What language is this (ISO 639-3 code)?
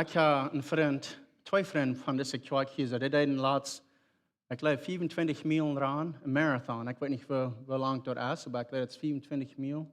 pdt